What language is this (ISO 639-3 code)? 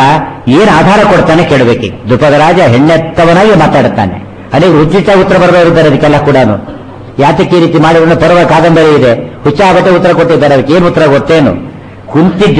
kan